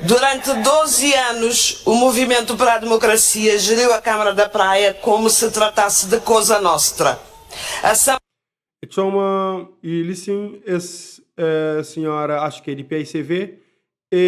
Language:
Kabuverdianu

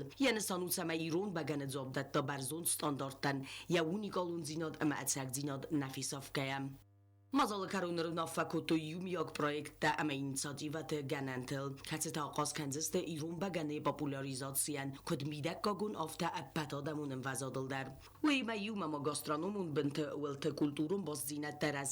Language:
Ossetic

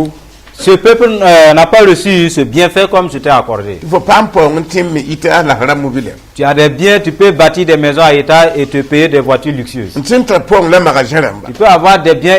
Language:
Mossi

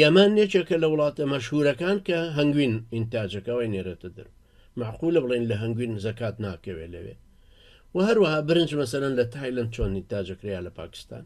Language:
Central Kurdish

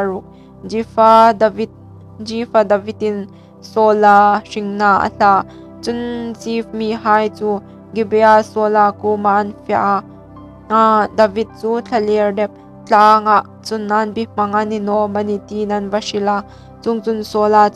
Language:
Hmar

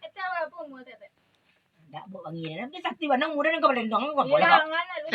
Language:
Minangkabau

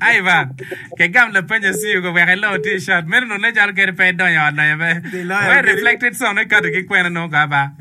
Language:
Acoli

